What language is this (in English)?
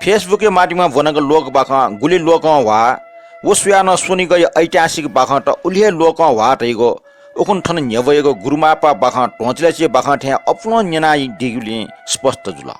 Newari